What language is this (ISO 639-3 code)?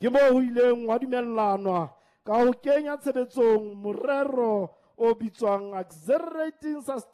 sot